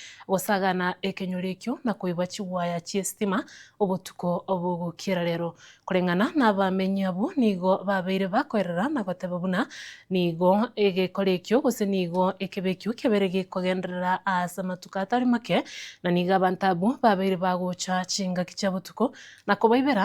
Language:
Gusii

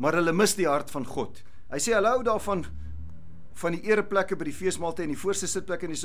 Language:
Afrikaans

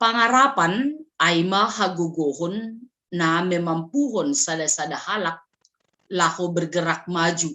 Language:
Batak Simalungun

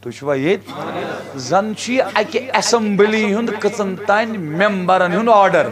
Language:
Kashmiri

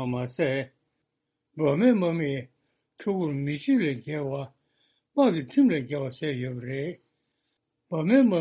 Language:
Tibetan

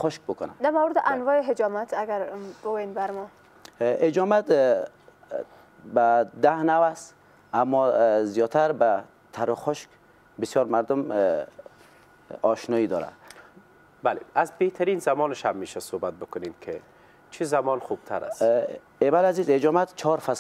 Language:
Persian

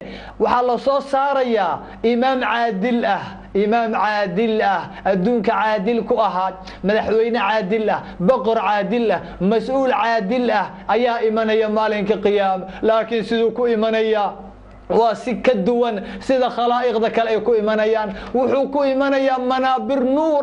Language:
Somali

